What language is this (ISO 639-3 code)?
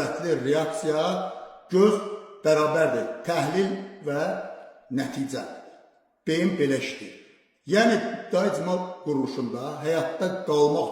aze